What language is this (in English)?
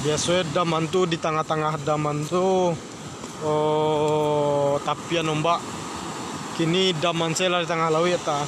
Minangkabau